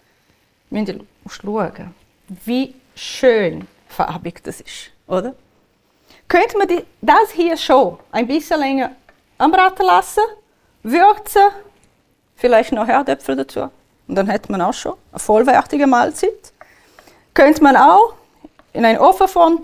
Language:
Swiss German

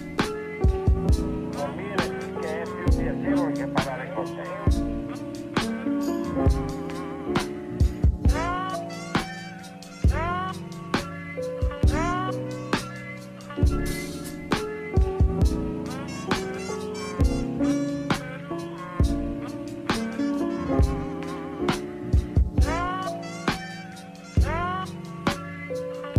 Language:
Italian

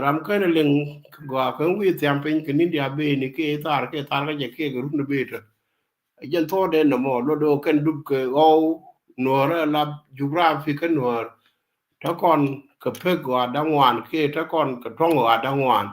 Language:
Nuer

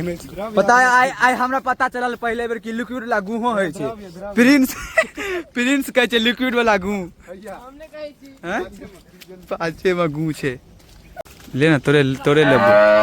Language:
Maithili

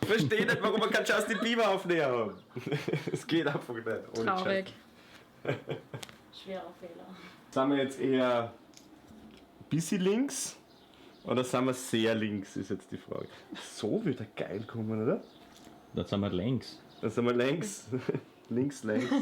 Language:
Bavarian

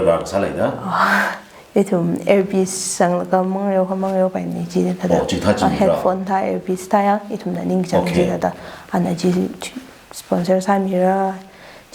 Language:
Tangkhul Naga (India)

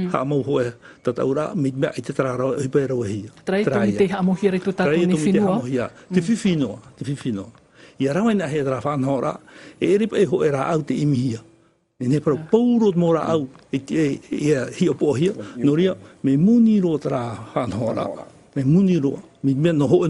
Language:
Tahitian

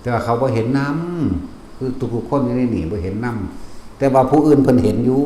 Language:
Lao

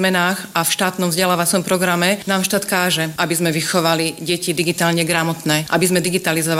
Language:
Slovak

